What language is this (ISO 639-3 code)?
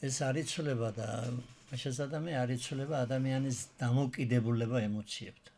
kat